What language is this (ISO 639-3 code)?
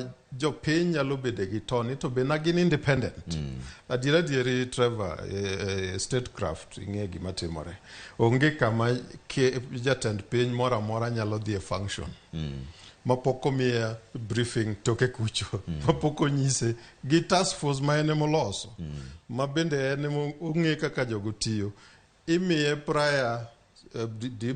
luo